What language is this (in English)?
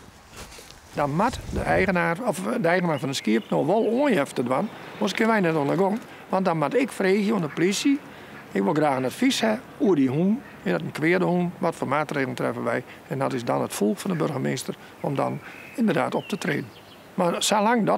Western Frisian